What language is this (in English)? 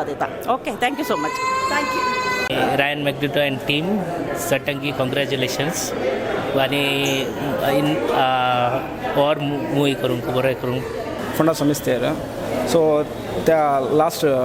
Konkani